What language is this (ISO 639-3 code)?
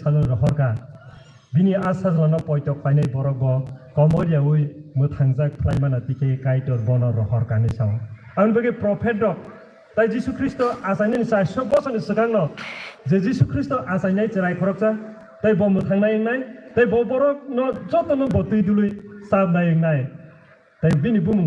trp